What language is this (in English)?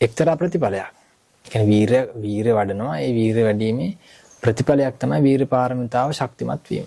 Sinhala